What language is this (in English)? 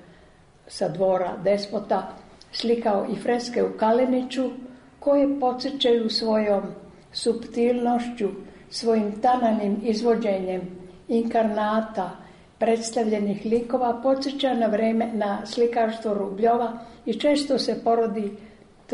Serbian